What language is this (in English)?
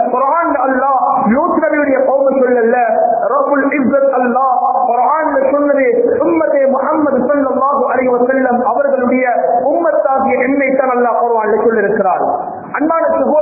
Tamil